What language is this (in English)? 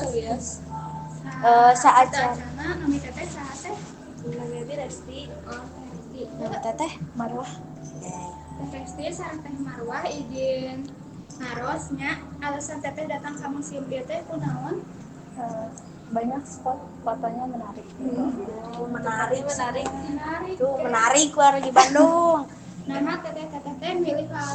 Sundanese